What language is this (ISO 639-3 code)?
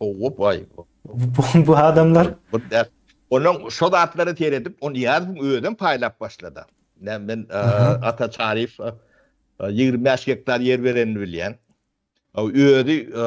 tuk